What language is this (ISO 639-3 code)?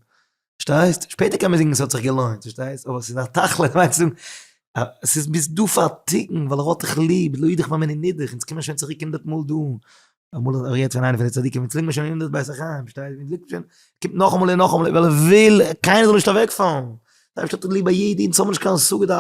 yid